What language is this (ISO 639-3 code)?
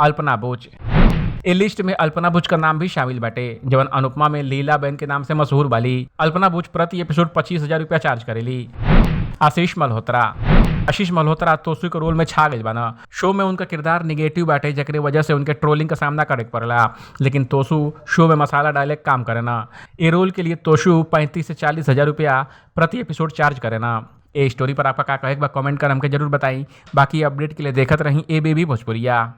bho